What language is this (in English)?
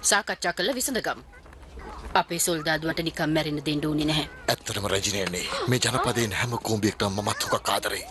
Sinhala